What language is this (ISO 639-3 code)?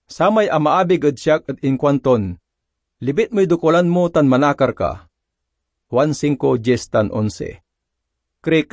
pag